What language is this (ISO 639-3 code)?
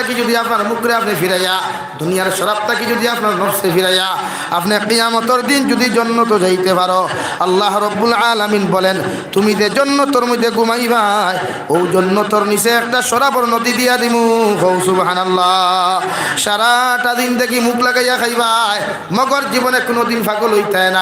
syl